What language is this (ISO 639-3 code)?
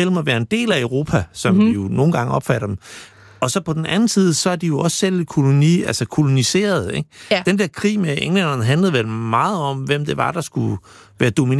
dan